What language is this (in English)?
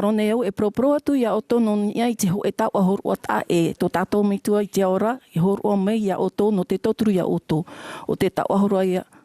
Tahitian